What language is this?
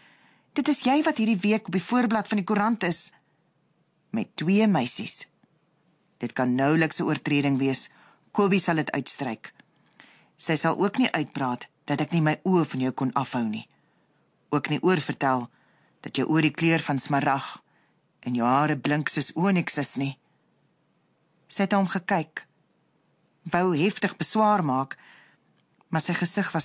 Afrikaans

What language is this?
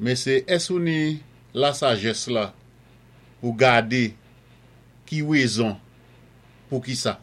Saint Lucian Creole French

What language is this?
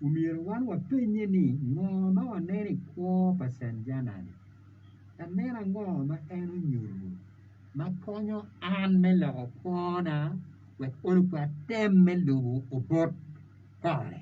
Acoli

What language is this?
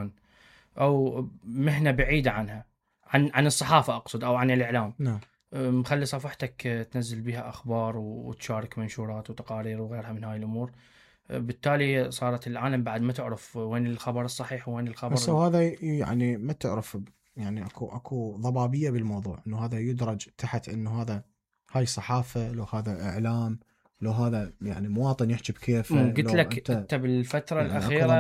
Mesopotamian Arabic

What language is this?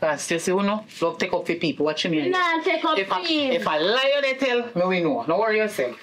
Jamaican Creole English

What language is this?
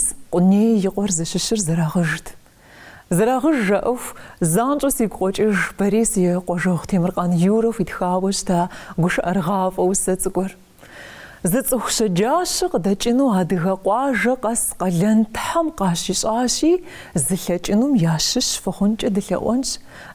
Kabardian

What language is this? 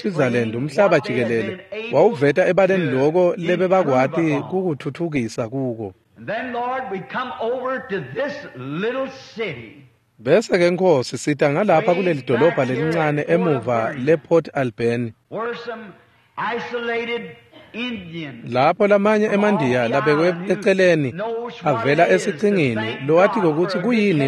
Swati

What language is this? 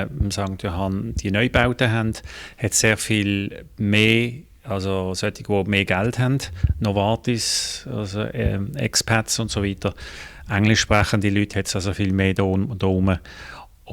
Swiss German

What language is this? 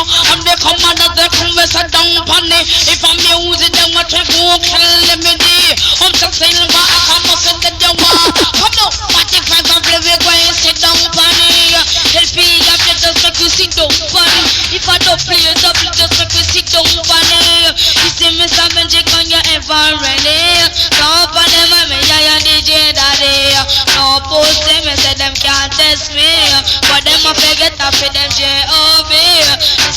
Jamaican Creole English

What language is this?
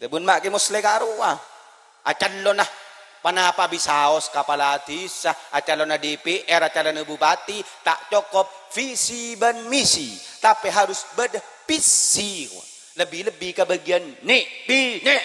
Madurese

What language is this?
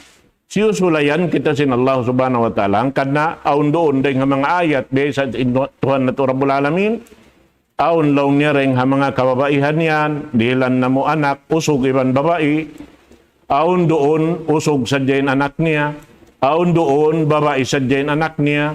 Tausug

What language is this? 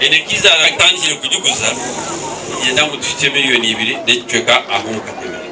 Nyankole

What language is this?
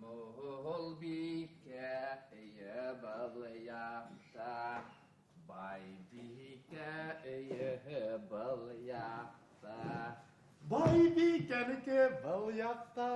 Bashkir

